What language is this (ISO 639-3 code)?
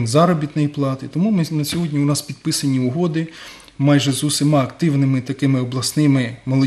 ukr